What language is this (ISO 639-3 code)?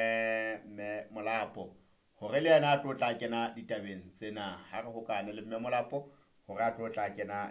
sot